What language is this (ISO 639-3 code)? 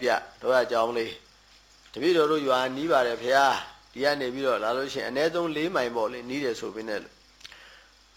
mya